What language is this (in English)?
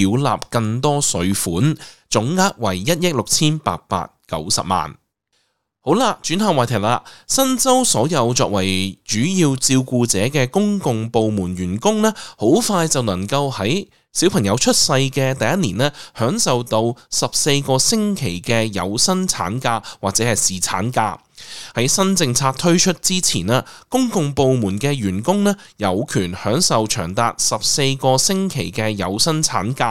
Cantonese